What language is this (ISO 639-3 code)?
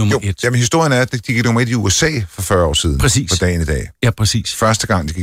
dan